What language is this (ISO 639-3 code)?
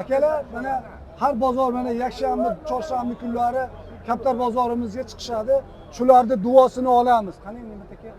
uzb